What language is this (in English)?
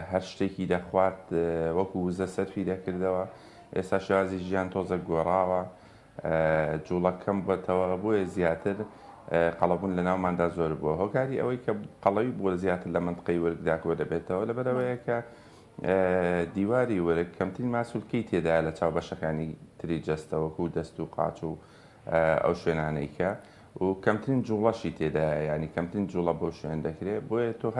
Central Kurdish